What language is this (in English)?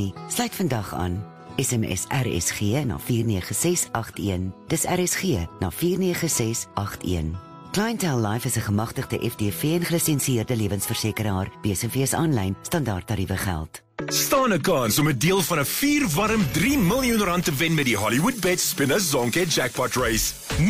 Afrikaans